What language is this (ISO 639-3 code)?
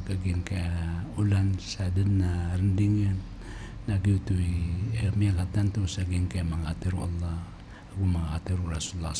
mrw